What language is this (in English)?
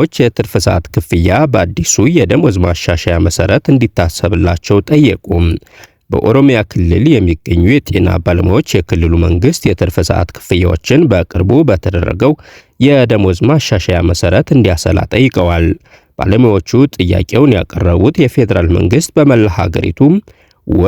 Amharic